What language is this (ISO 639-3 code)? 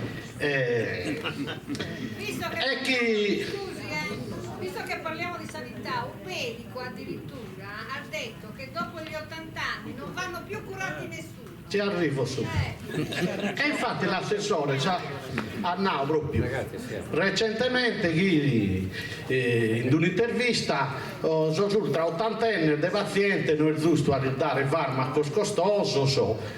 srd